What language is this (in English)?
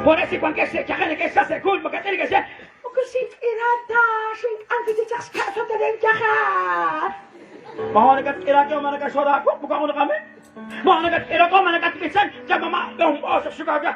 Kekchí